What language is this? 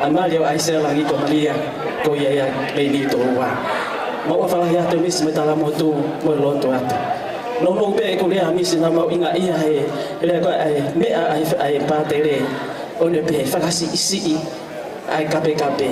Tongan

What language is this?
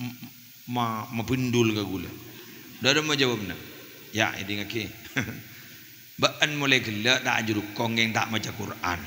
Madurese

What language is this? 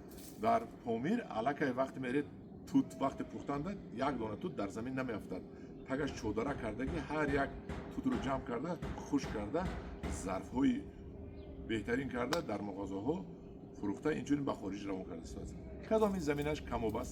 Tajik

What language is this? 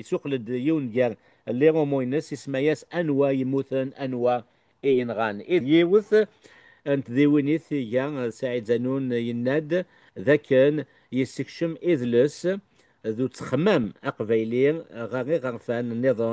Kabyle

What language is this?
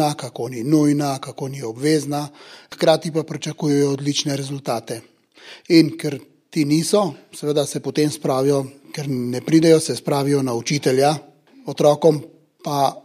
Slovenian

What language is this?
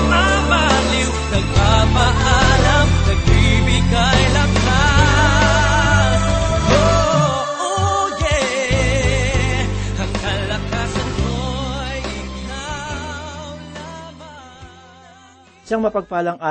Filipino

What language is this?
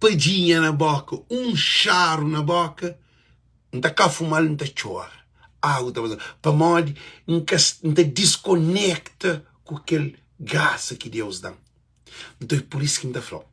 Kabuverdianu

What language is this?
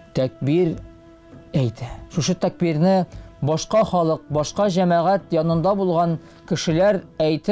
Tatar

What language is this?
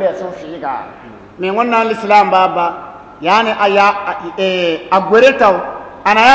Bissa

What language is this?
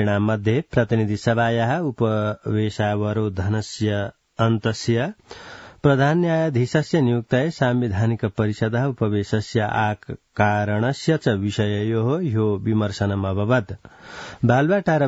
Sanskrit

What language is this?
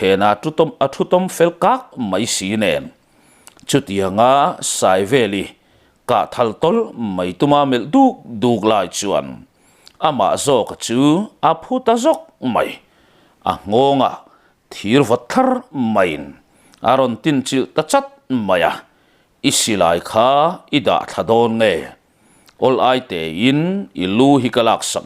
Mizo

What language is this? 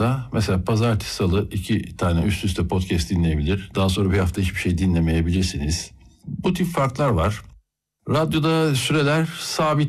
Turkish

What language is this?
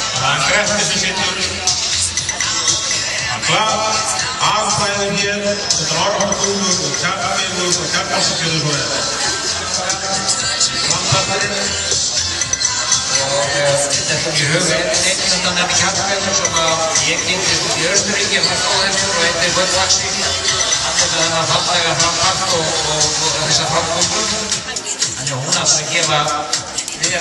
Icelandic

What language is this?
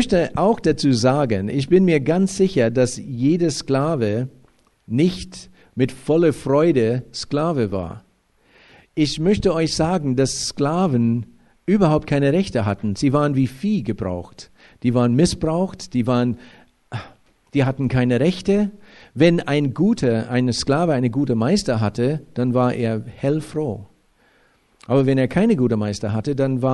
German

